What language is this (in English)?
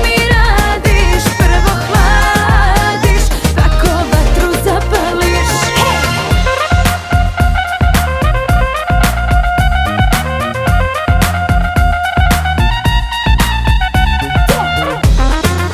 Croatian